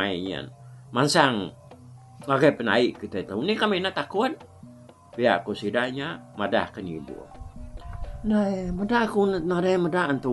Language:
Iban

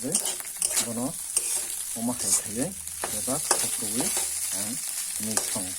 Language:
Kok Borok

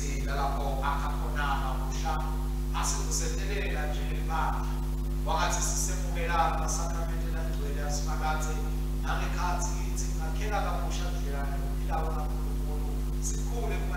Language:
Swati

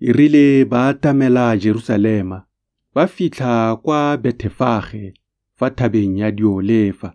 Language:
Tswana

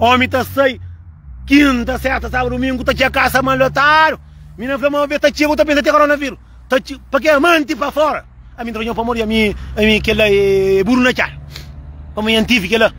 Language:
Kabuverdianu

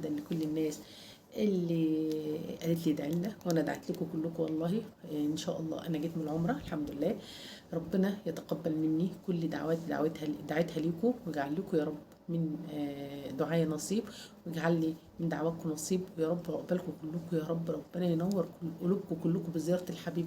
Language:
Egyptian Arabic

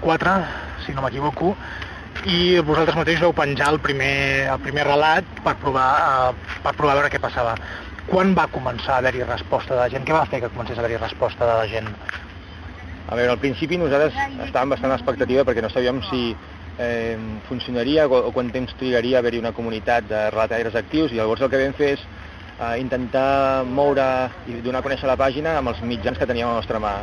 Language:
Catalan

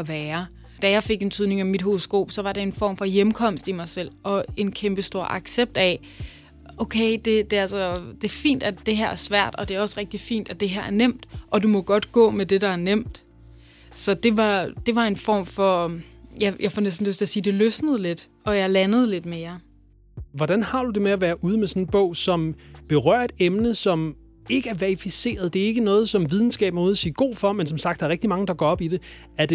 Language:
Danish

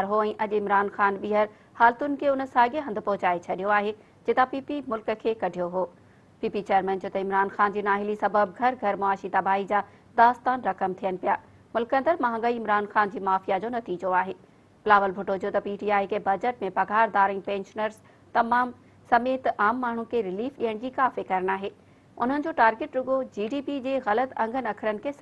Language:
Sindhi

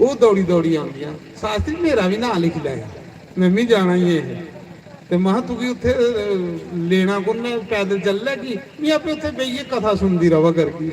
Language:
Dogri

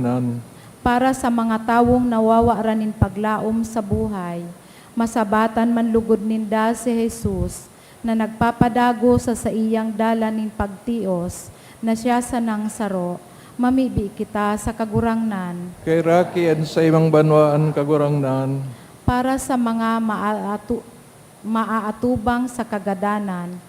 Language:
Bikol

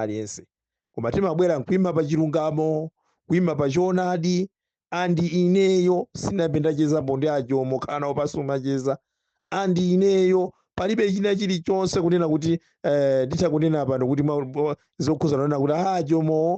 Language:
Nyanja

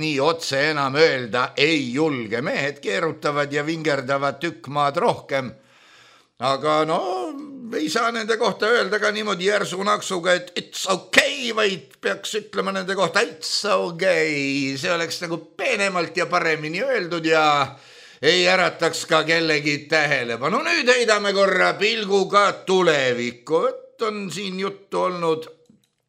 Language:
Estonian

